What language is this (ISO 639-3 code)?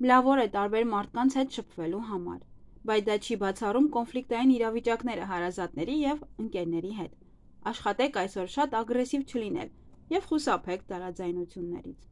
hye